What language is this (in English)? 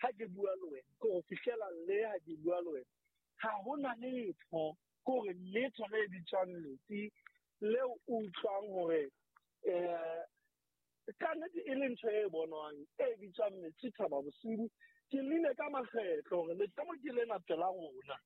Southern Sotho